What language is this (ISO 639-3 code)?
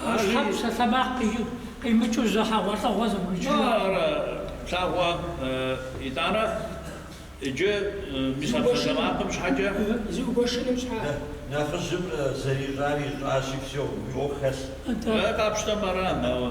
kbd